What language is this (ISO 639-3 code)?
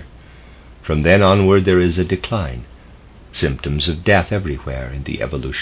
eng